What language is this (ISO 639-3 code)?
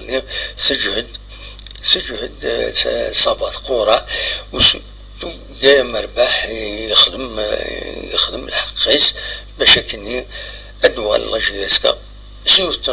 kab